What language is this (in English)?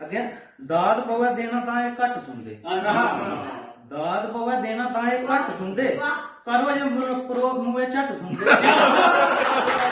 Dogri